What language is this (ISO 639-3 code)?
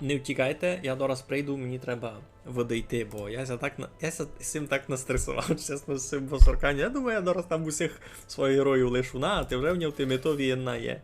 rue